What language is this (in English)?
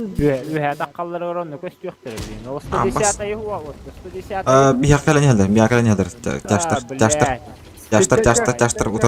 Yakut